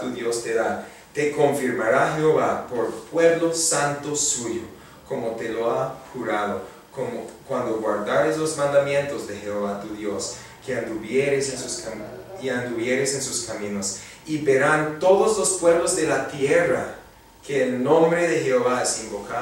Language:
Spanish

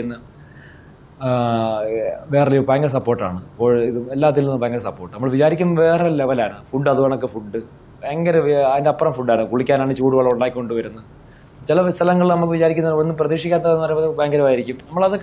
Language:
Malayalam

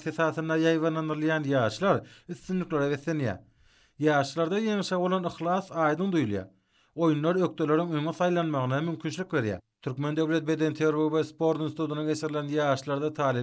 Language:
Turkmen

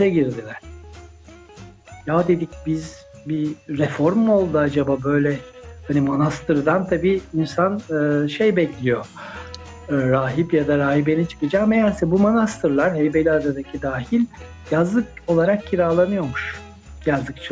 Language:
Turkish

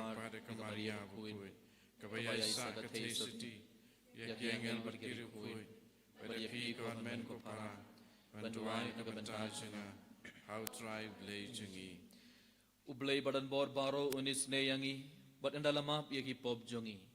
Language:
Khasi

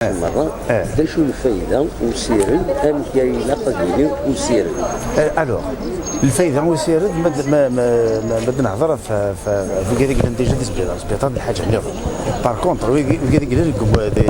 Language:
Kabyle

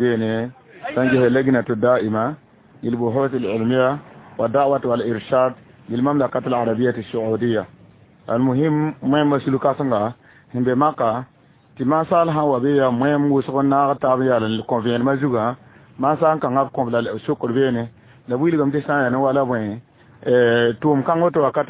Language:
Mossi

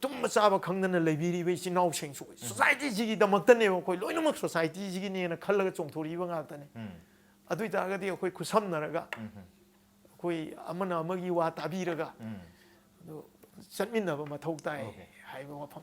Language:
Manipuri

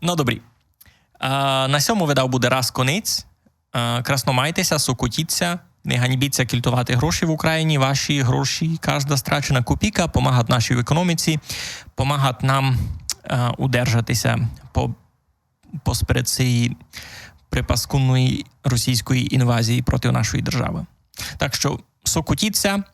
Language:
Rusyn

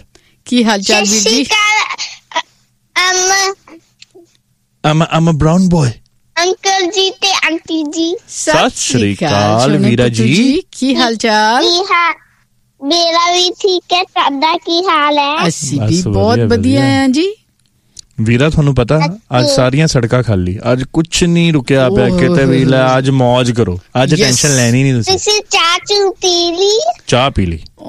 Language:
Punjabi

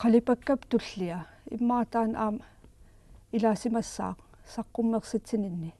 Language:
Kalaallisut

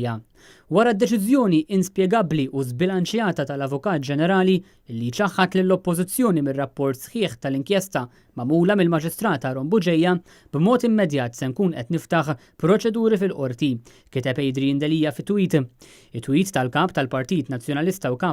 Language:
Maltese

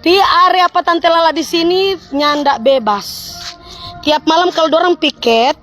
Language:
Manado Malay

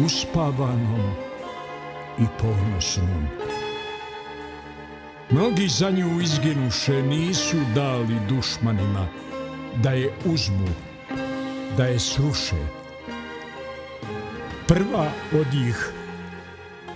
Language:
Bosnian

